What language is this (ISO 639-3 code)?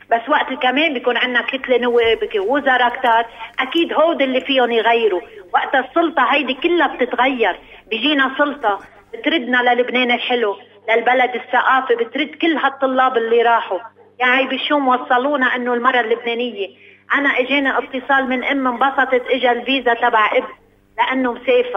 apc